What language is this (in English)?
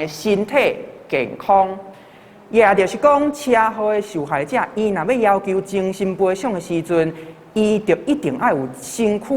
Min Nan Chinese